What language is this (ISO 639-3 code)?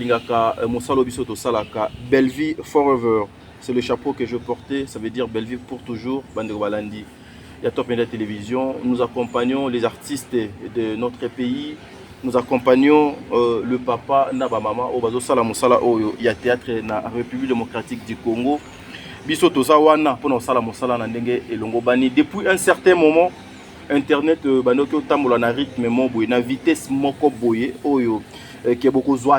lin